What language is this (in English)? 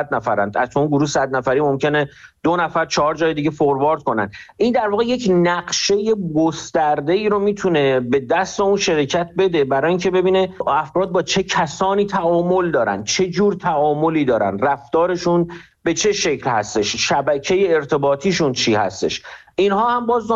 Persian